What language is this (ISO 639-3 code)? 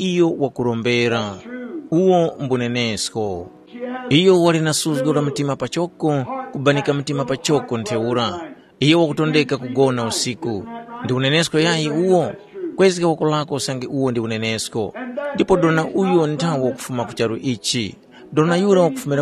tum